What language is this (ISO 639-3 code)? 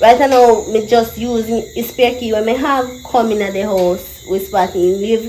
jam